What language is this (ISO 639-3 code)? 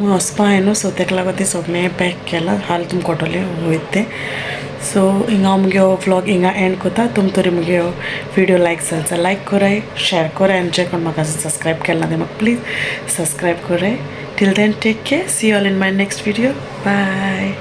kok